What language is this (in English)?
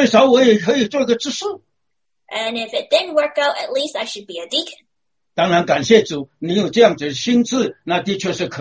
Chinese